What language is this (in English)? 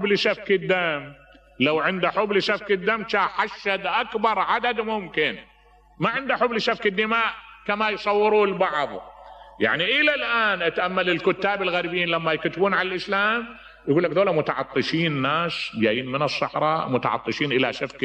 Mesopotamian Arabic